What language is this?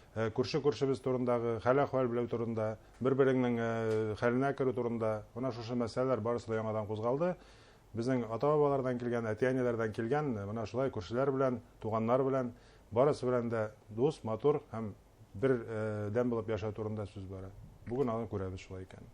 Bashkir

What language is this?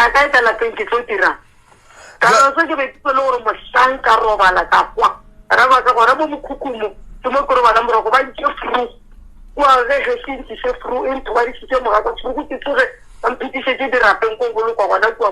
Northern Sotho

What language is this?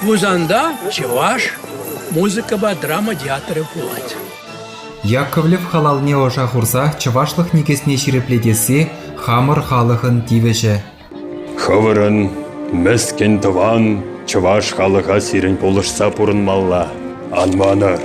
Chuvash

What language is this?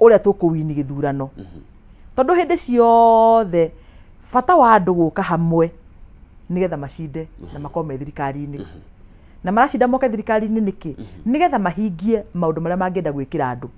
Kikuyu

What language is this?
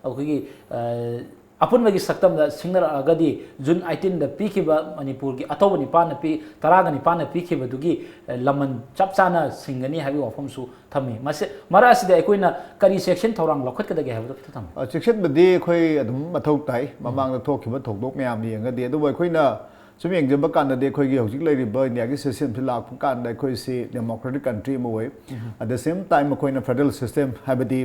Manipuri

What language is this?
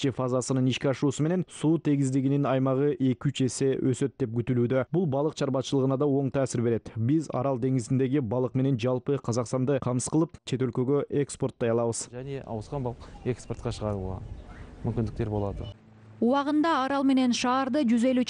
Kyrgyz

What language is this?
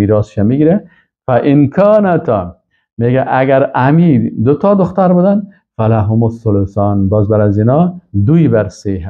Persian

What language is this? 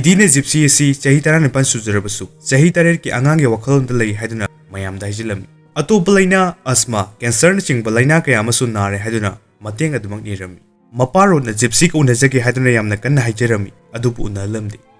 Manipuri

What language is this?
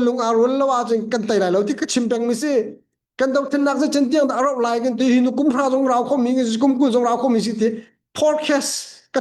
Hakha Chin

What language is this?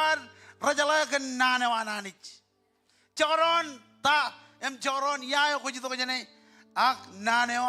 Marshallese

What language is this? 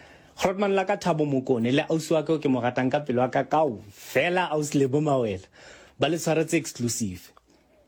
Tswana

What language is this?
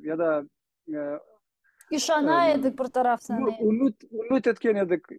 Crimean Tatar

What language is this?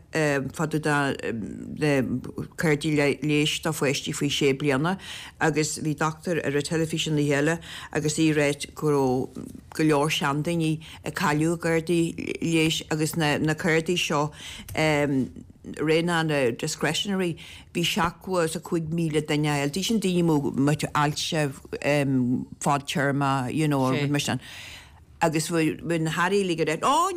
Irish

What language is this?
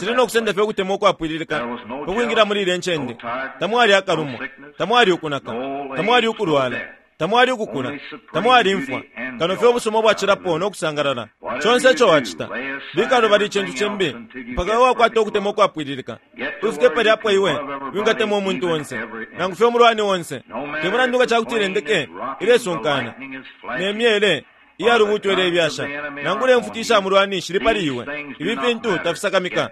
Bemba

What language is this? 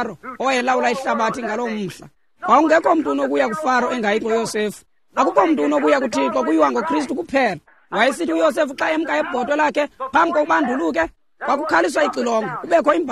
Xhosa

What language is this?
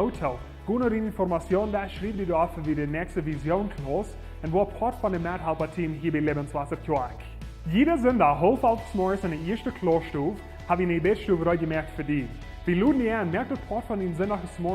Plautdietsch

